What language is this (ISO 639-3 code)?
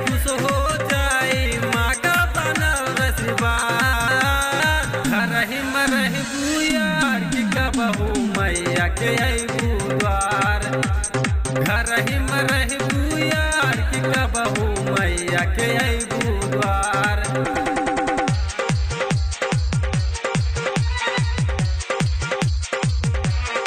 bho